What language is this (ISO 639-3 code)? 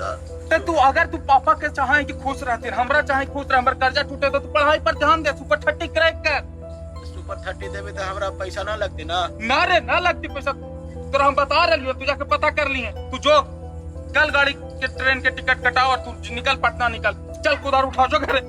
mag